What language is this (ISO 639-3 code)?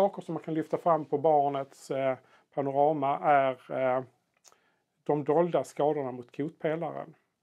swe